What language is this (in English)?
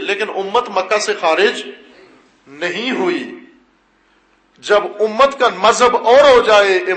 Urdu